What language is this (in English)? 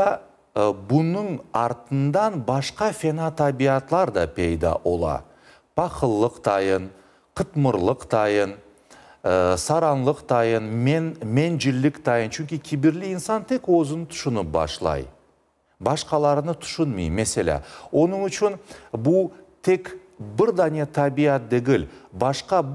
Crimean Tatar